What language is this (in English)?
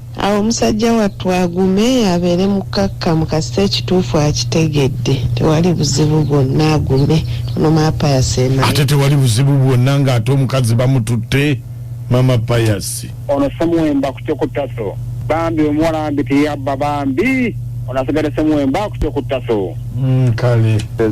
Ganda